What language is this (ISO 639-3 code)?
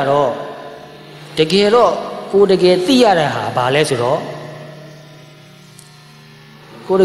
mya